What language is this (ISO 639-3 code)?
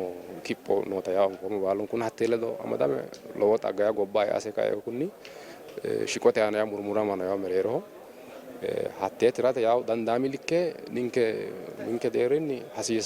sid